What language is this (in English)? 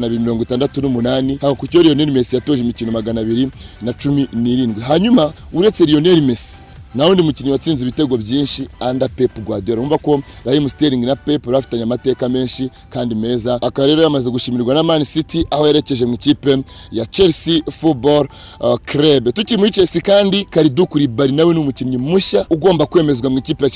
Kinyarwanda